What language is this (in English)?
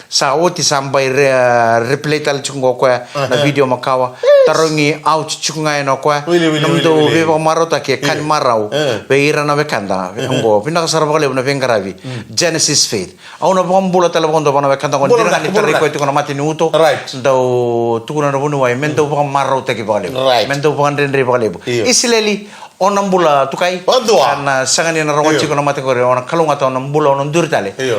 Fijian